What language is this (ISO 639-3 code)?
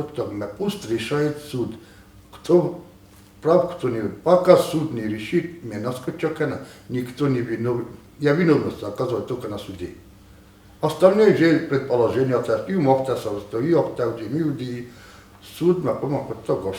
oss